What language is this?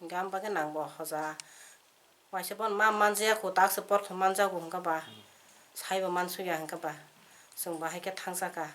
Kok Borok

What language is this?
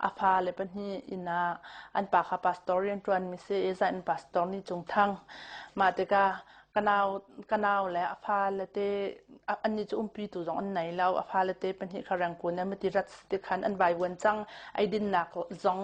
Hakha Chin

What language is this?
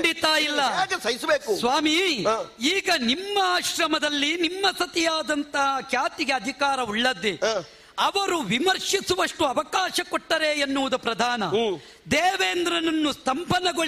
Kannada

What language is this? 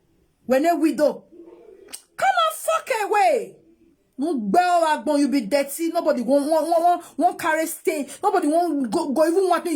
Nigerian Pidgin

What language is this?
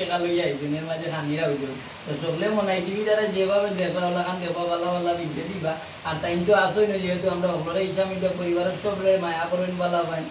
Sylheti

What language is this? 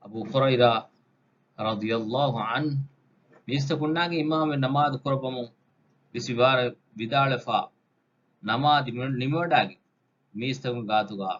Divehi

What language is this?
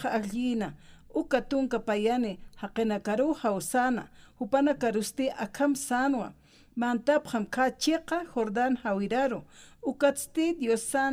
Aymara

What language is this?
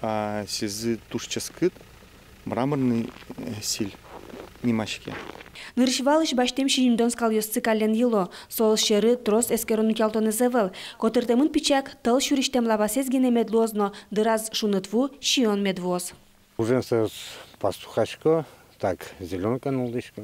Udmurt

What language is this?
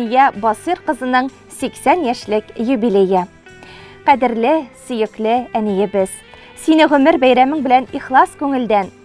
Tatar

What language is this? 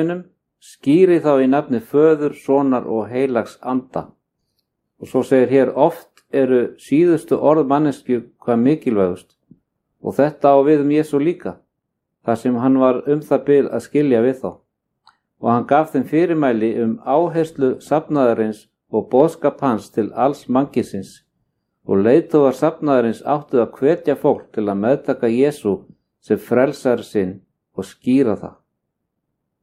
Icelandic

